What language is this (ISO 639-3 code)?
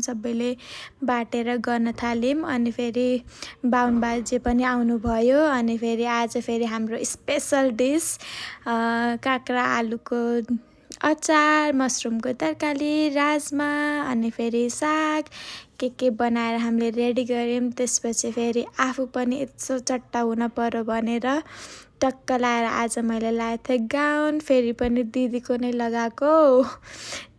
nep